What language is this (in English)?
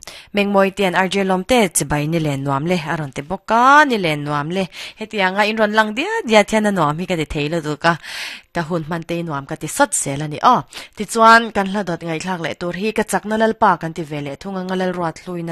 Mizo